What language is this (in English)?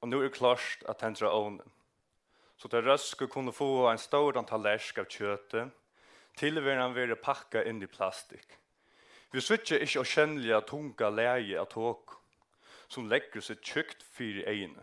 Faroese